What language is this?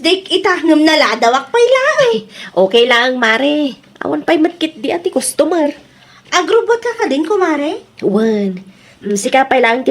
Iloko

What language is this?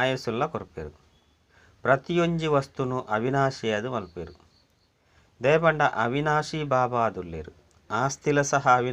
Tulu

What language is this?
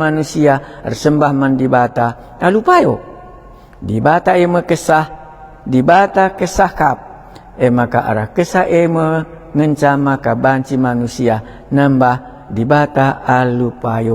Batak Karo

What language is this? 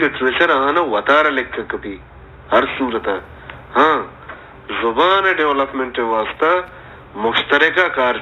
Baluchi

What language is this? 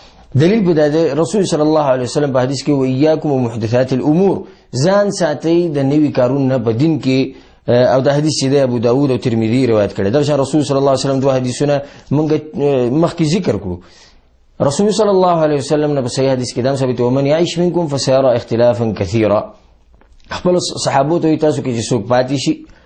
Pashto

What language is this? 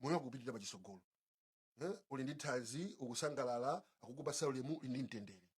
Nyanja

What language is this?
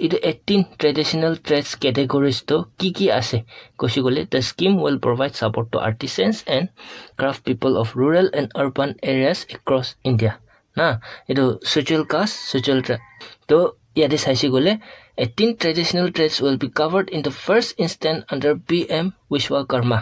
Naga Pidgin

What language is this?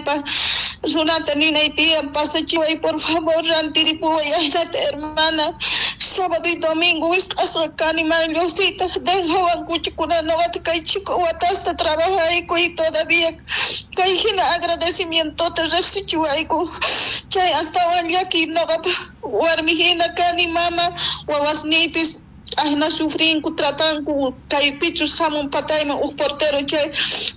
South Bolivian Quechua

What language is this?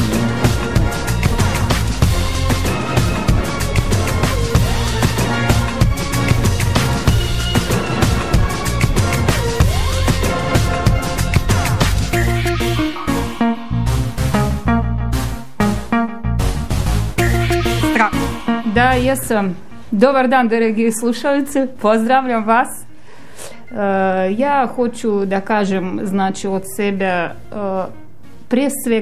Serbian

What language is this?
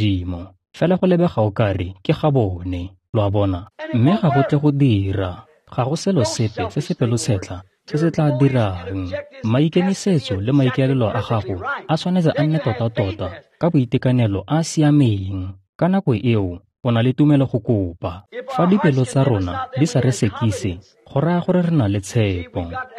Tswana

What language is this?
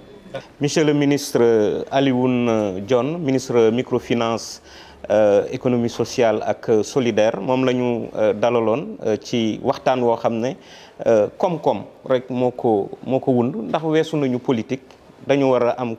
Wolof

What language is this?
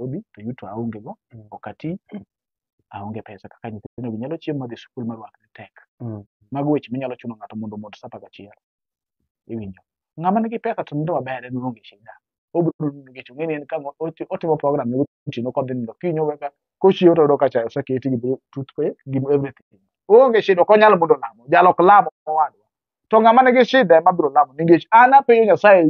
Luo (Kenya and Tanzania)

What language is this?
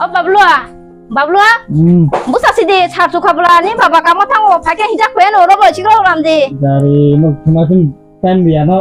Kok Borok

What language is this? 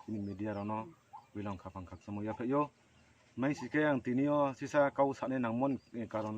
Riang (India)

